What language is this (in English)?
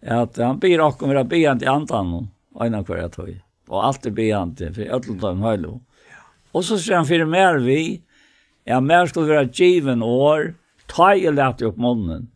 Faroese